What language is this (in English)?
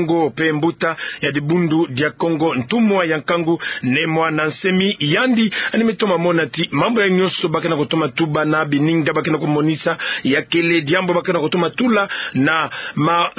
Kituba (Democratic Republic of Congo)